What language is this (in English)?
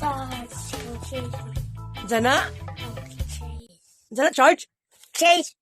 Cebuano